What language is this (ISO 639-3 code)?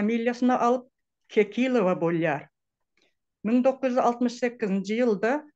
tuk